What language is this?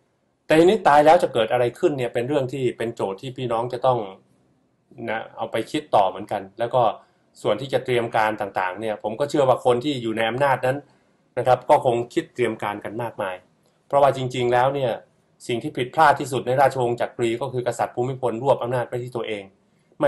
Thai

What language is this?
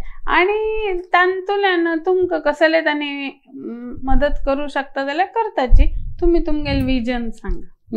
Konkani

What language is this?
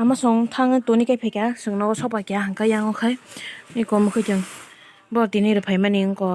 Kok Borok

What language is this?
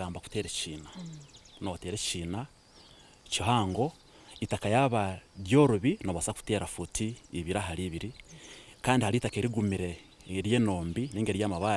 Nyankole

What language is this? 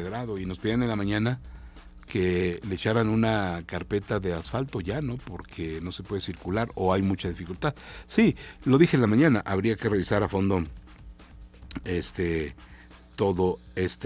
Spanish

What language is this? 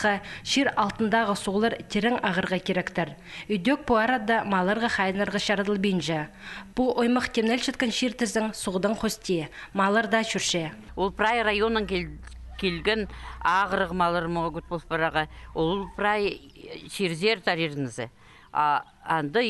Khakas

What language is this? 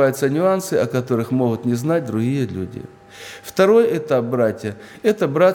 Russian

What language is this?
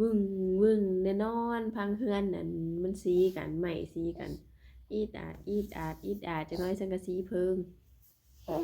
Northeastern Thai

